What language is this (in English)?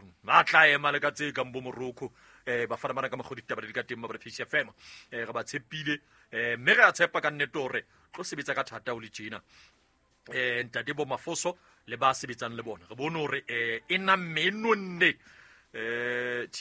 Southern Sotho